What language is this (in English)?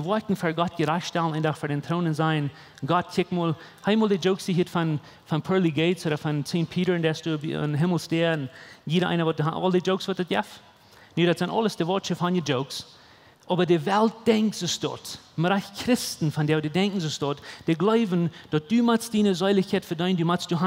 Plautdietsch